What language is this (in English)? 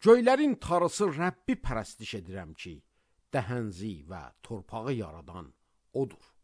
Azerbaijani